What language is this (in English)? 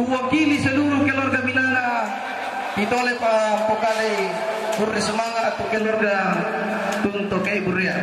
Toraja-Sa'dan